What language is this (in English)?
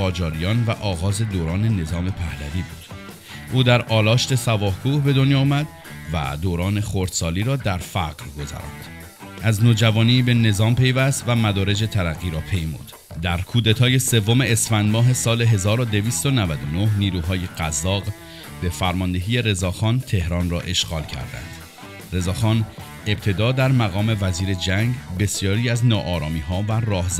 Persian